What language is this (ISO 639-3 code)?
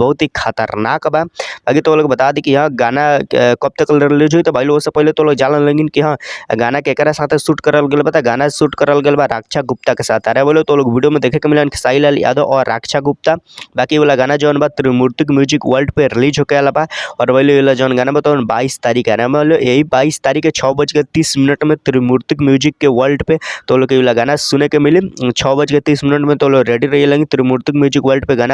bho